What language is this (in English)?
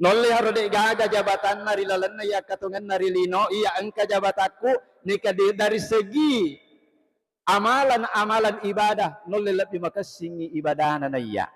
Buginese